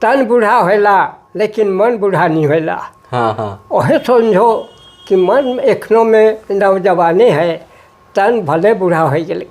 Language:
Sadri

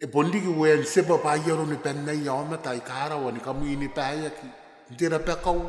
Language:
Gilbertese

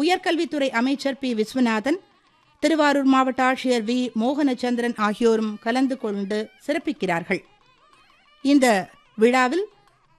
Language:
Tamil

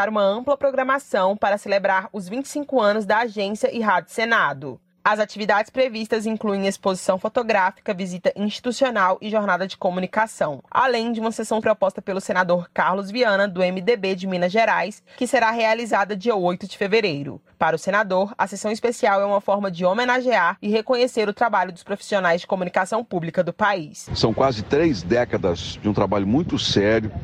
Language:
Portuguese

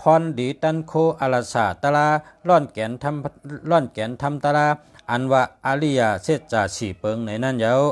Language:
Shan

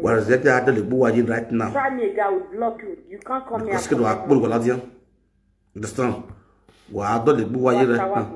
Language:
Nigerian Pidgin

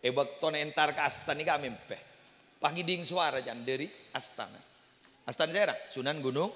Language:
Madurese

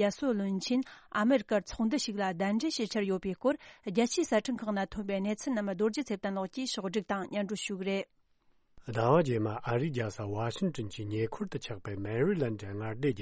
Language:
Tibetan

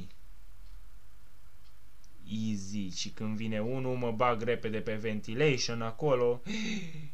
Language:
Romanian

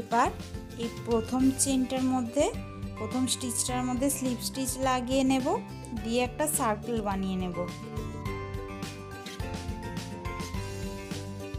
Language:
Bangla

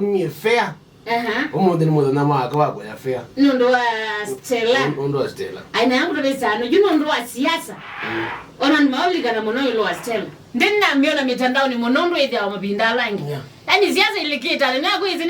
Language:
Kamba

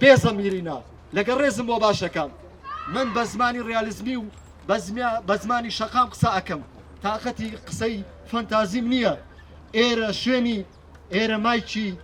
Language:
Central Kurdish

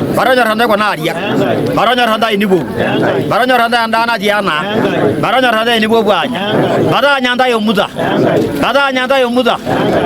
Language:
Masai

